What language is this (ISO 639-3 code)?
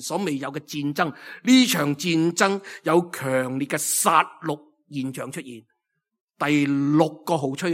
yue